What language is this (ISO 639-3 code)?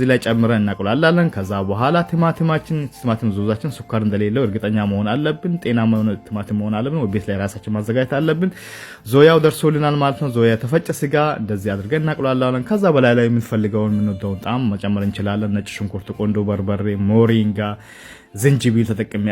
amh